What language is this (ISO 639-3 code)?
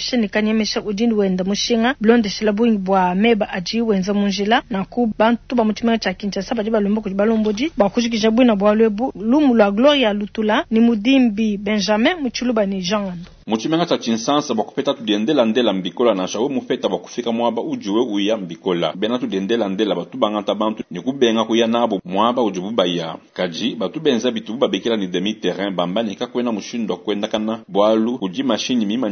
lua